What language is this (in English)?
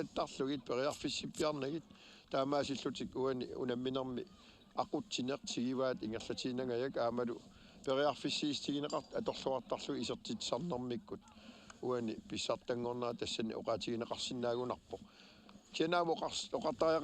Kalaallisut